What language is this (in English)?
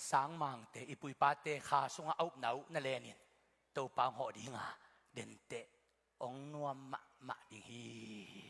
Tedim Chin